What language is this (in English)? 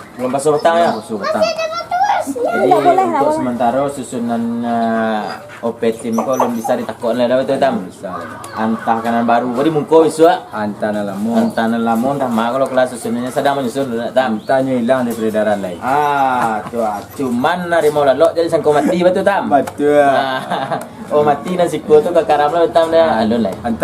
Minangkabau